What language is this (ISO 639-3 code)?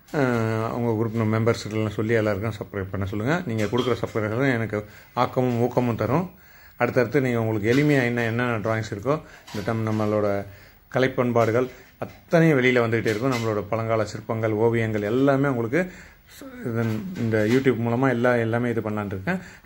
tam